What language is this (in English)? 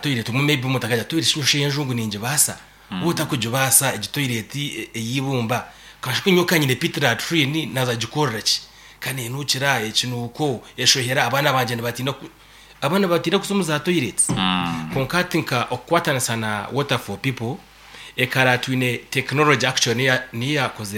Nyankole